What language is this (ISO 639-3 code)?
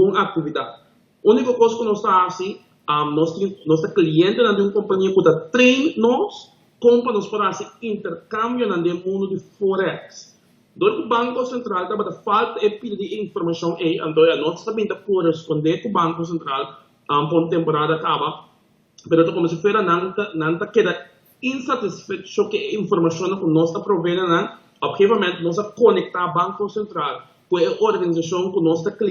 pap